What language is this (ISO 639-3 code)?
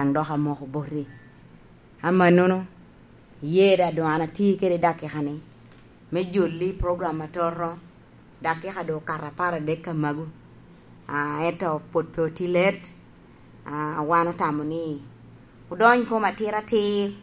laj